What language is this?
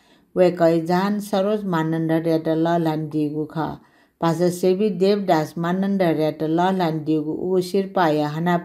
Newari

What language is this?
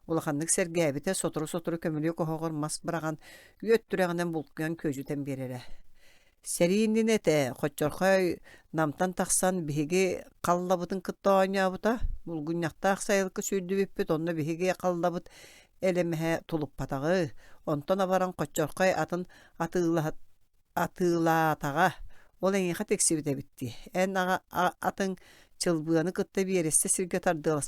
Yakut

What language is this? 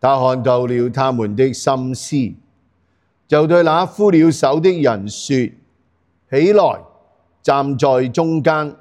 Cantonese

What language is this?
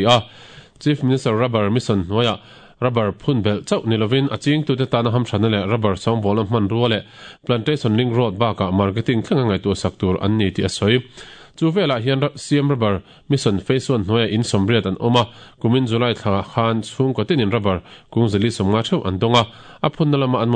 Mizo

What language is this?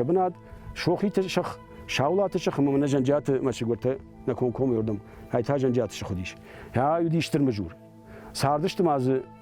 Ossetic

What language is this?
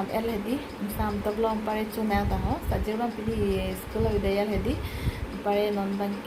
Karbi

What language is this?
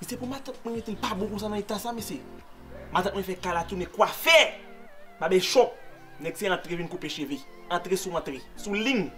Haitian Creole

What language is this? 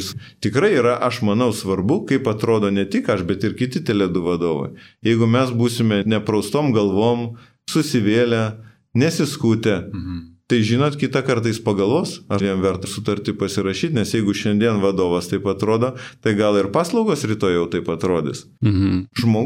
Lithuanian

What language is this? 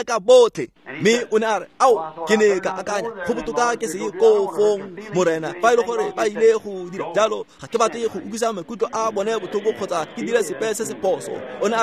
Tswana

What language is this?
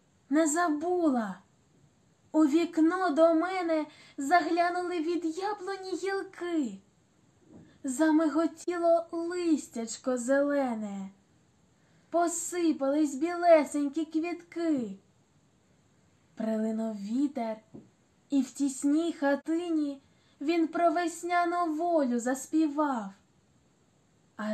Ukrainian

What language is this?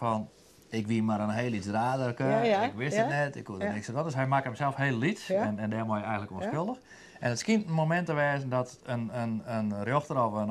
Western Frisian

